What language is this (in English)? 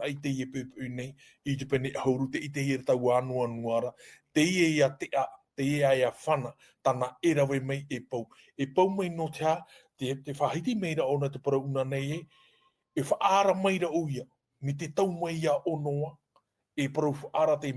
Tahitian